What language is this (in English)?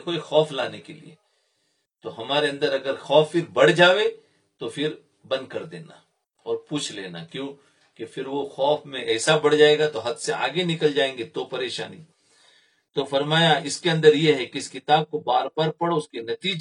Urdu